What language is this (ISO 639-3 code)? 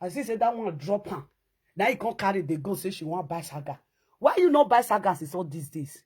pcm